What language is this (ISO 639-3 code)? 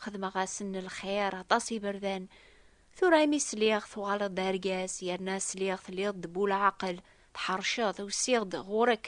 kab